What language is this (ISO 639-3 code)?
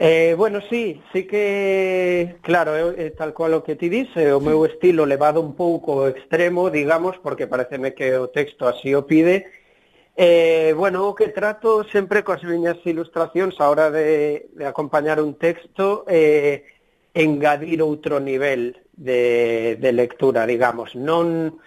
glg